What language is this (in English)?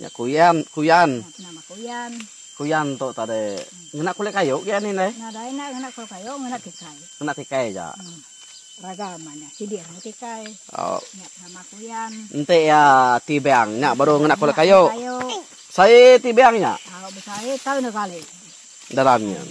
Iban